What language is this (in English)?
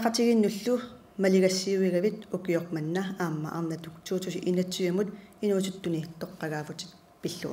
Kalaallisut